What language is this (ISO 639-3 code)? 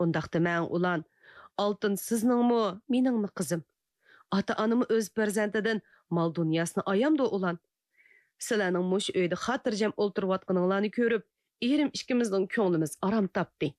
uig